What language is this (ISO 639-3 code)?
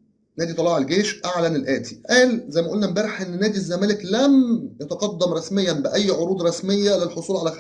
arz